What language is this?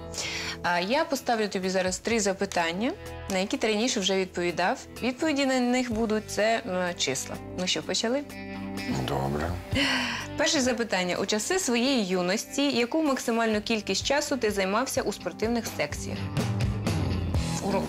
Ukrainian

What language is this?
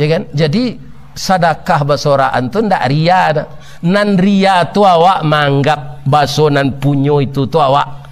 Minangkabau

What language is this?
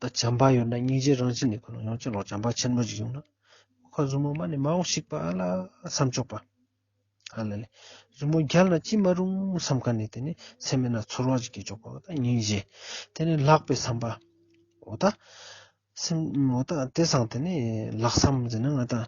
Ladakhi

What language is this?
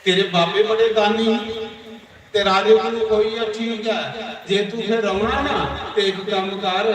Dogri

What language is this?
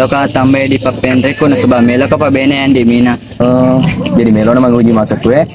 Buginese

